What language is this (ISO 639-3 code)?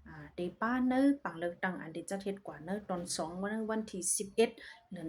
shn